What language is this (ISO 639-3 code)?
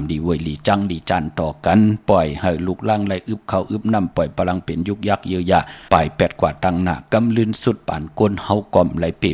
shn